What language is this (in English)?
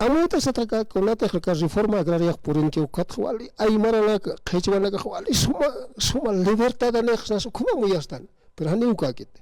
Aymara